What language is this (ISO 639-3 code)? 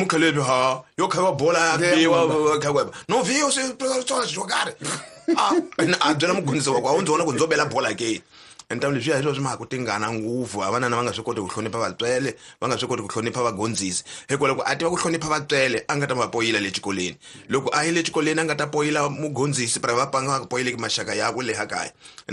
tso